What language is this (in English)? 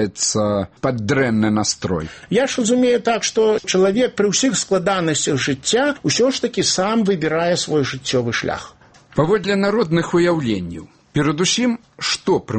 Belarusian